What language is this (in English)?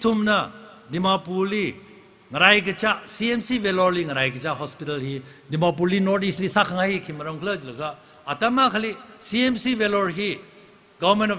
Tangkhul Naga (India)